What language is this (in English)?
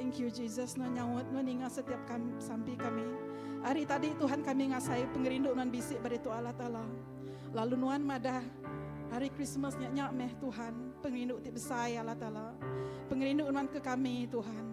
Iban